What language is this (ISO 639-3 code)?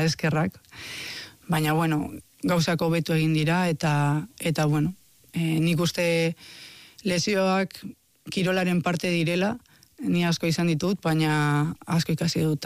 eus